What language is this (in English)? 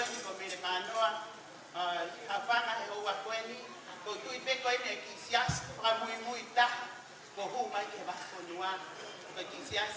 Tongan